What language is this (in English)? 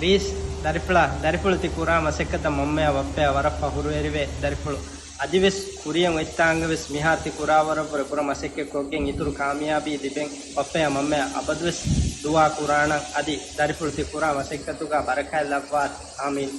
Divehi